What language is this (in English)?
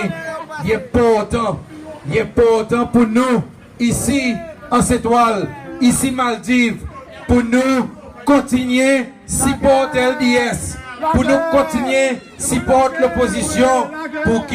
Seselwa Creole French